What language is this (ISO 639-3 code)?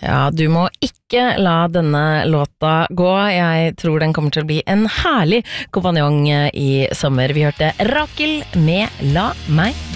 nor